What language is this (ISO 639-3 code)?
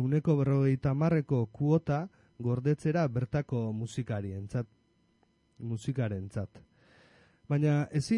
eus